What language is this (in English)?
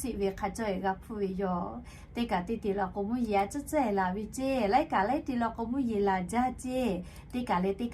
Lahu